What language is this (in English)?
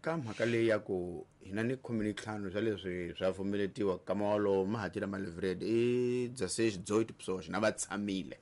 Tsonga